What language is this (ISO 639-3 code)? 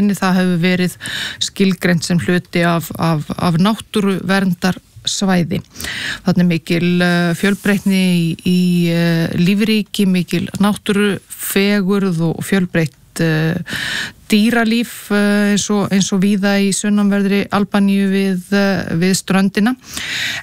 isl